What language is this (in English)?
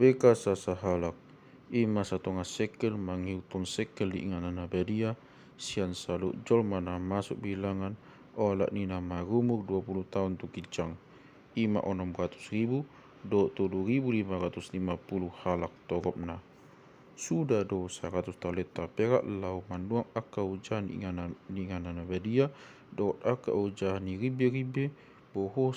Batak Toba